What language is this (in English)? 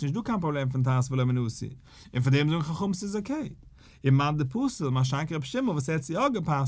Yiddish